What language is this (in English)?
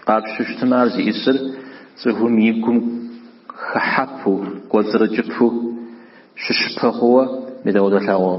Kabardian